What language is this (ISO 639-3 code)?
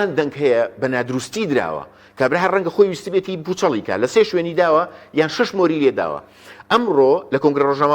ckb